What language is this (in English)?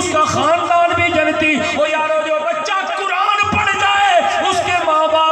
Saraiki